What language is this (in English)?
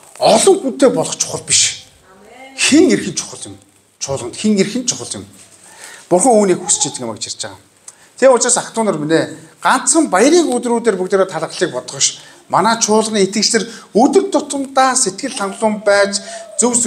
Mongolian